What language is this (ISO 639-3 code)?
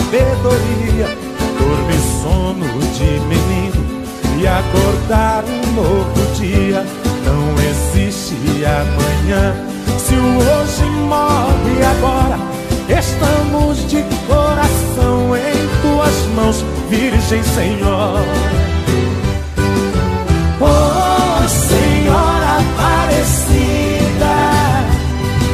por